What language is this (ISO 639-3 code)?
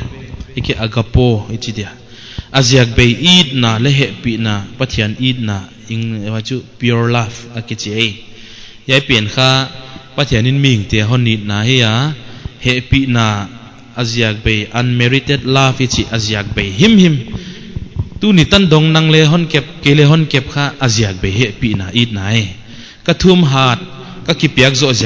pck